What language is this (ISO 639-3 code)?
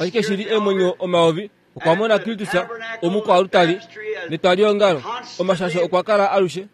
kua